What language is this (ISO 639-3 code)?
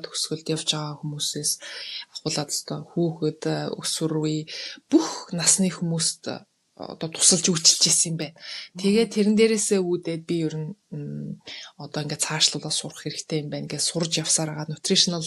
mon